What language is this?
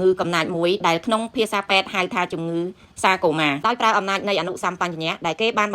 Khmer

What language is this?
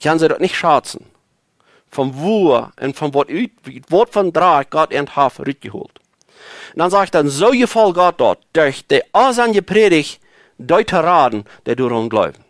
Plautdietsch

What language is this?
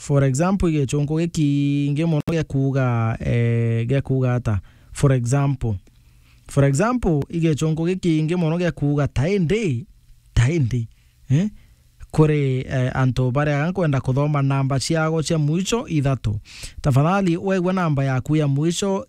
Meru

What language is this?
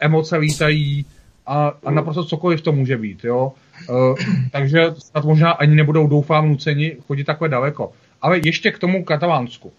Czech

